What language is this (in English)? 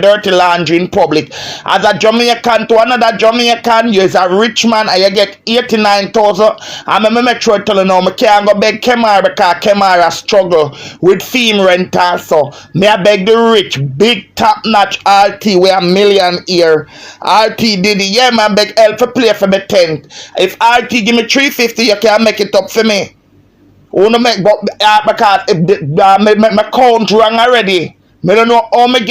Jamaican Creole English